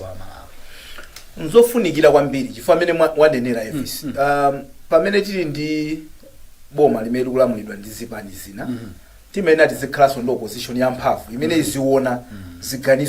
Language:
Nyanja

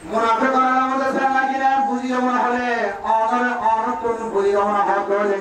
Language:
Rohingya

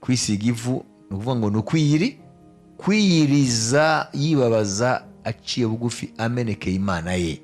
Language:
Kinyarwanda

